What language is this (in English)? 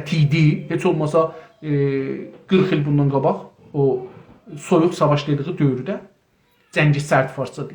South Azerbaijani